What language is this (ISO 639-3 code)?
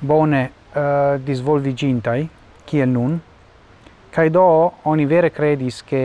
epo